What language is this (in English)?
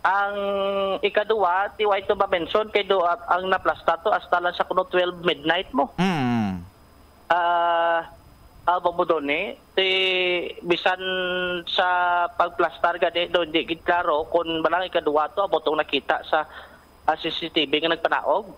Hiligaynon